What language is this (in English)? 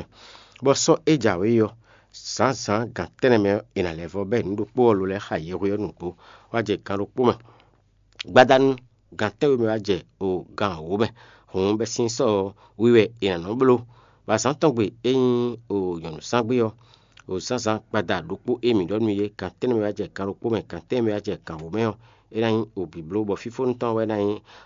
Fon